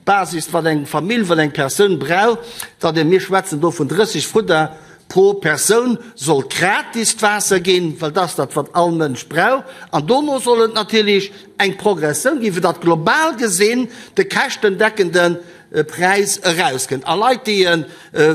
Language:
Luxembourgish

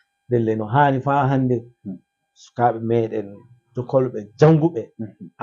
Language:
Fula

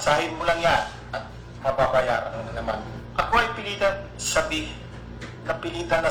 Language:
Cebuano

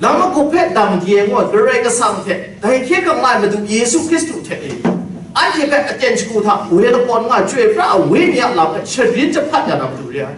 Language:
Kachin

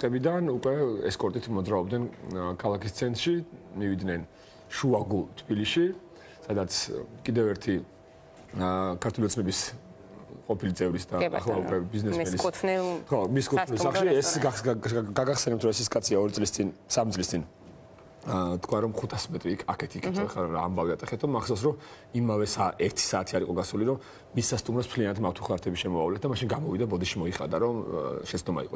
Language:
Georgian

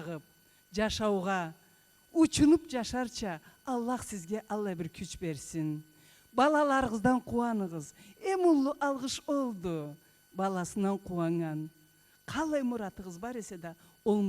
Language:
Karachay-Balkar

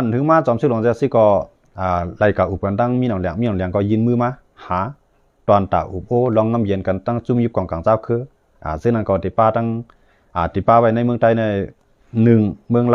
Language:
Shan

